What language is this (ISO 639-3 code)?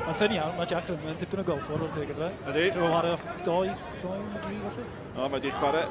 cym